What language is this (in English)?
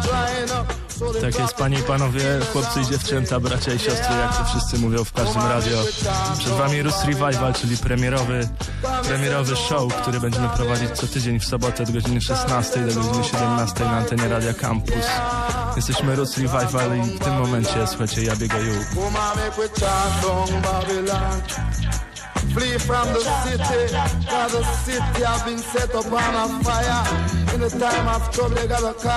Polish